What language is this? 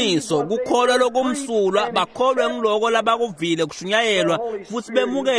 Swati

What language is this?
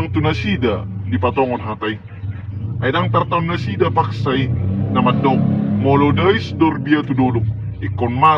Batak Toba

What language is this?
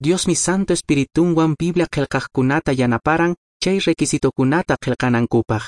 Quechua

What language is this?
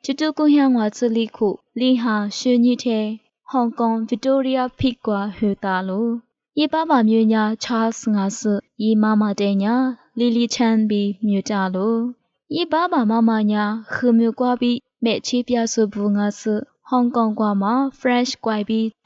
Lisu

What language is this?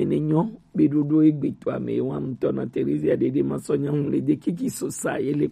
Gen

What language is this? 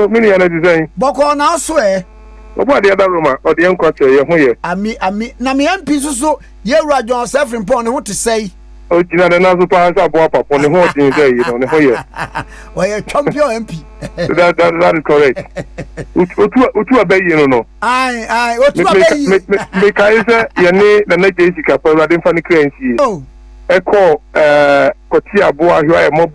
Akan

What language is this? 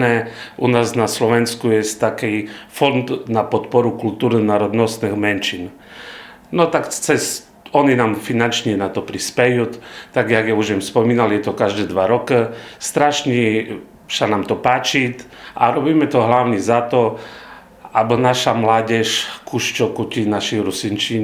Rusyn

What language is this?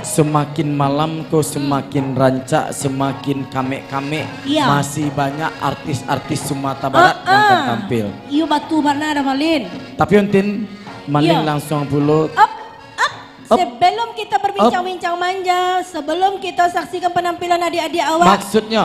Minangkabau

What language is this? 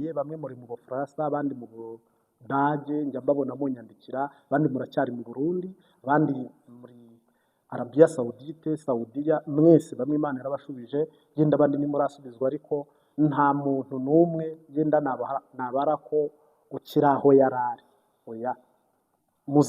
Kinyarwanda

